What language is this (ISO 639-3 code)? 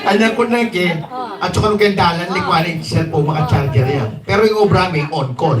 pam